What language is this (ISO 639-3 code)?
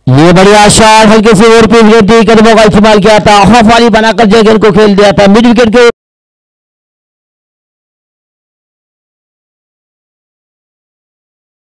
hin